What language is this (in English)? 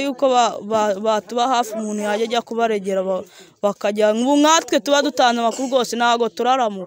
Kinyarwanda